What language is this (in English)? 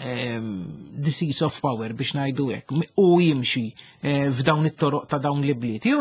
Maltese